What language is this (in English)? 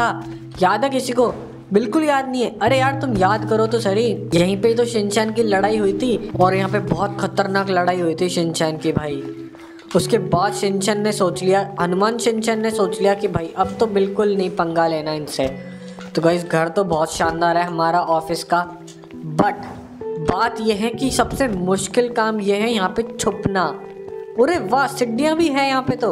Hindi